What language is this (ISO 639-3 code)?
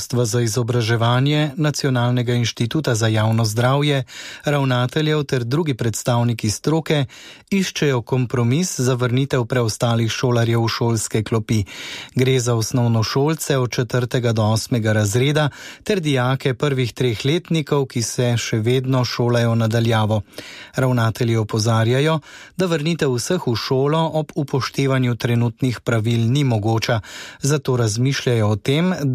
slv